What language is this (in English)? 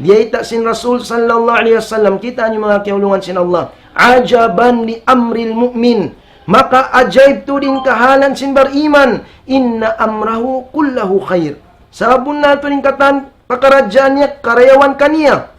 Tausug